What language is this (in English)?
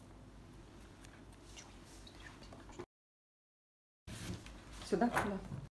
Russian